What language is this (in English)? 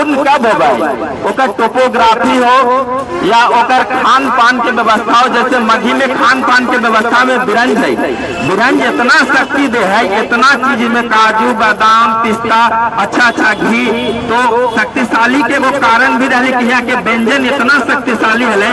Magahi